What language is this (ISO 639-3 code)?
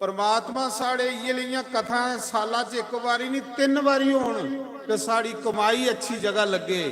doi